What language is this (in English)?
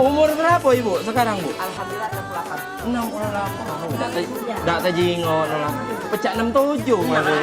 Musi